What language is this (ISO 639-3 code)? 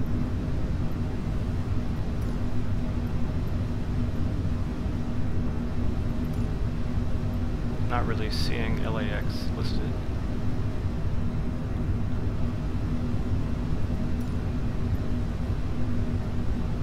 eng